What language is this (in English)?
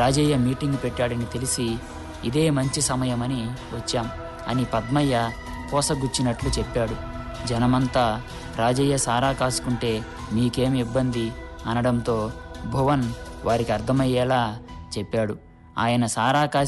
Telugu